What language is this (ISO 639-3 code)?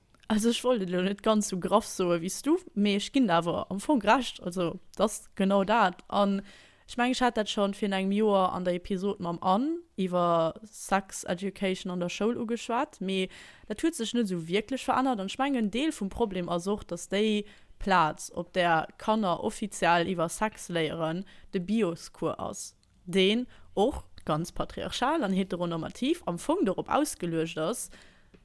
ltz